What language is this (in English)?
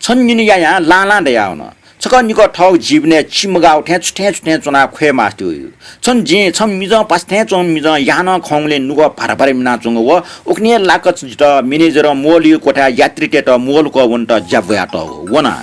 Newari